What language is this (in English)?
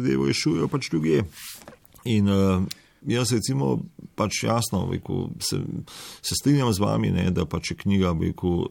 Slovenian